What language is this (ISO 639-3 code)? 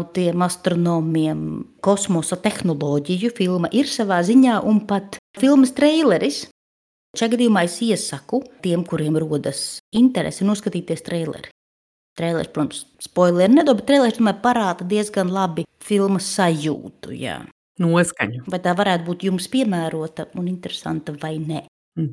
lav